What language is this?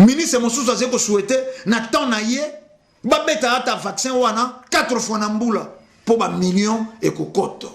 Lingala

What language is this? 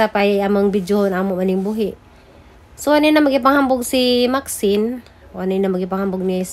Cebuano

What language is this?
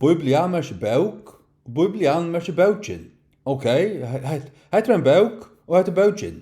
Faroese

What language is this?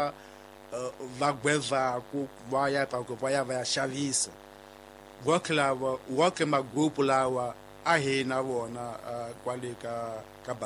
Tsonga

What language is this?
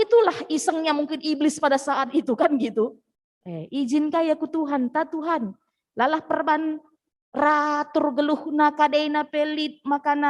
Batak Karo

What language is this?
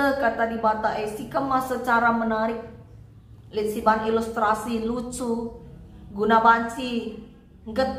Batak Karo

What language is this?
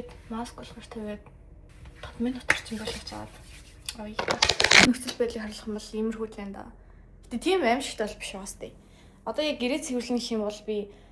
Mongolian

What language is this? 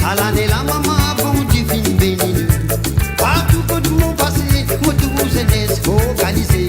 Morisyen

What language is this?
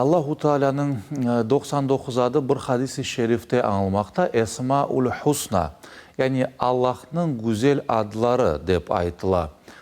Crimean Tatar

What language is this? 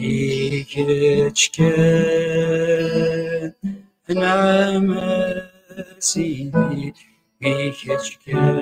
Kabyle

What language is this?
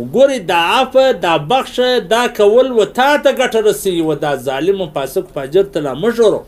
Pashto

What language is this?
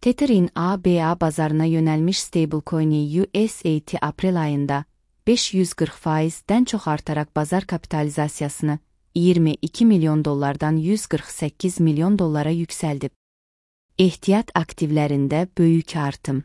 Azerbaijani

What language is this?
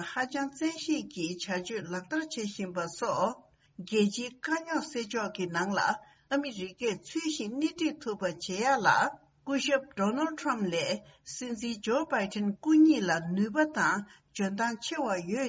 Tibetan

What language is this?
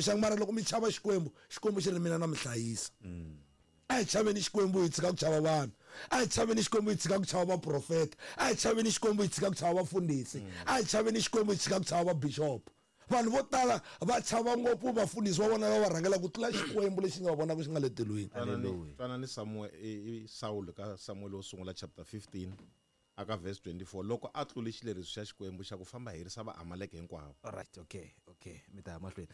Tsonga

